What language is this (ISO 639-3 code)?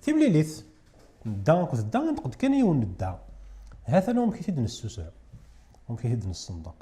kab